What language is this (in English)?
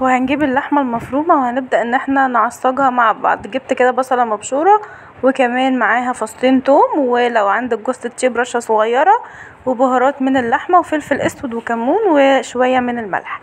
Egyptian Arabic